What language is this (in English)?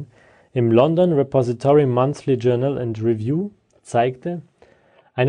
German